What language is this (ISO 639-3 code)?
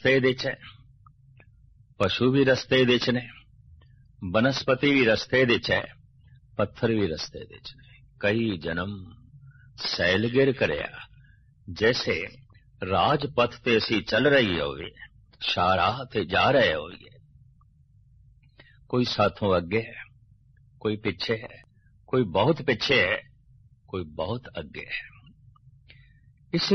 pan